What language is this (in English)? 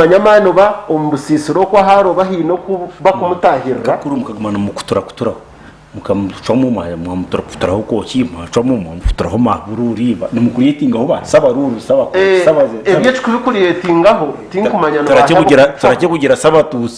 Nyankole